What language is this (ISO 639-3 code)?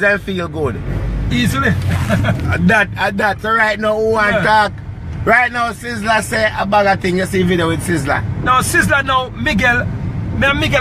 jam